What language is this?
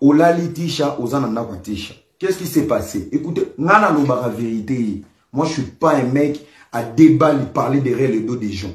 Lingala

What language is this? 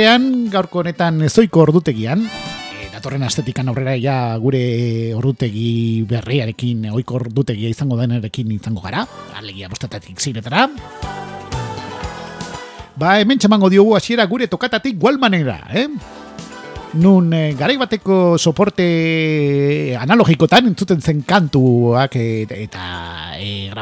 Basque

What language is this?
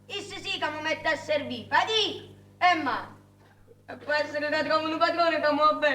Neapolitan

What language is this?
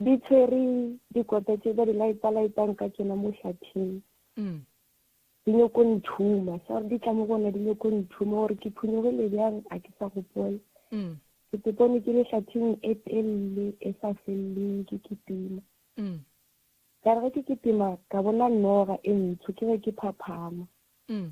Northern Sotho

